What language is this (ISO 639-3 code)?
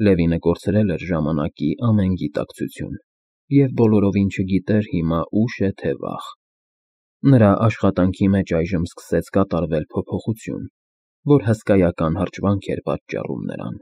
hye